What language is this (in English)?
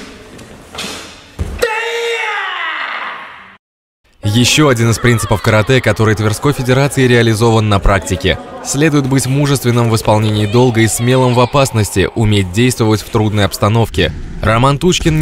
Russian